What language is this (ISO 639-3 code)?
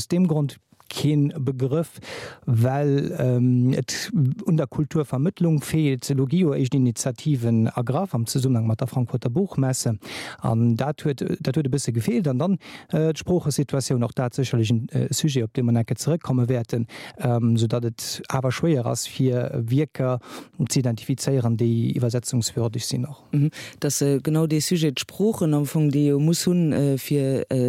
ltz